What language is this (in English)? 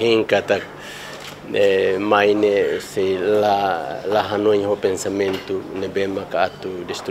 Tetum